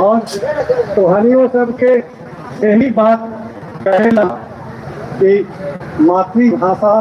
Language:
Magahi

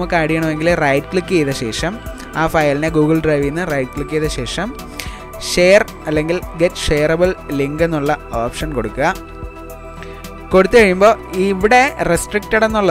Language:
Malayalam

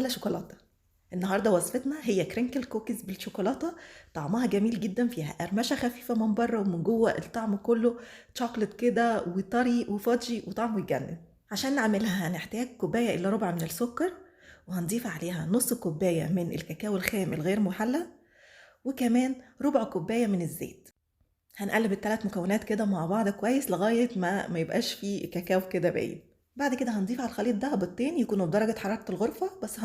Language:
Egyptian Arabic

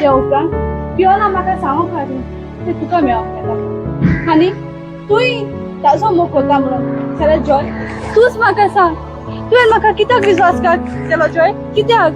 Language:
Konkani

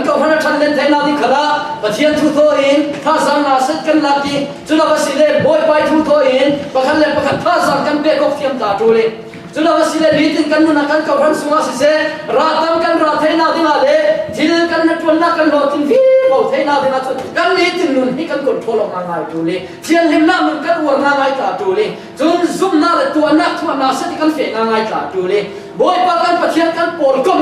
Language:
Falam Chin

